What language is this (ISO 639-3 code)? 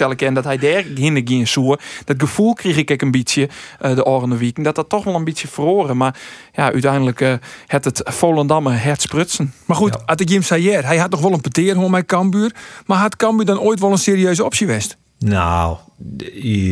fry